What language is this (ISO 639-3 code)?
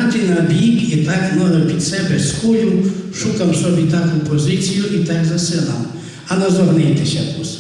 rue